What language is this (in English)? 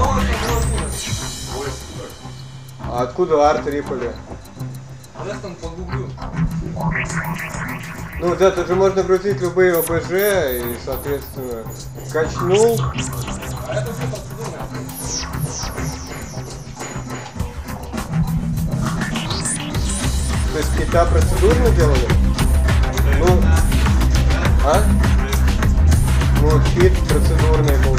Russian